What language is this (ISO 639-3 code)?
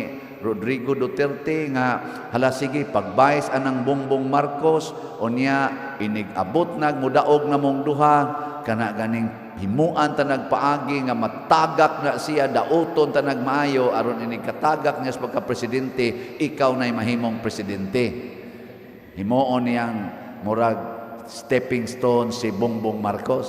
ceb